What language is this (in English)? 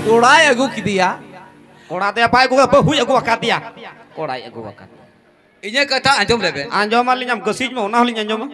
Santali